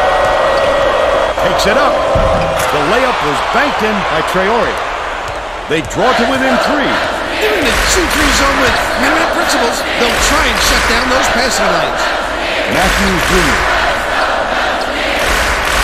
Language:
English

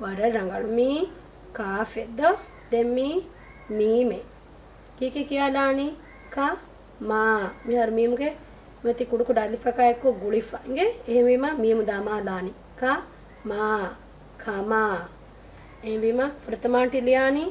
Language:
Divehi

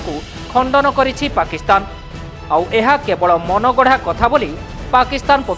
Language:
Odia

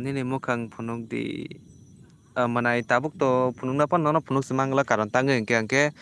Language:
Kok Borok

